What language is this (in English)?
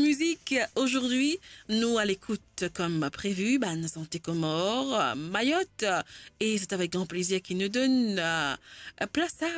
Morisyen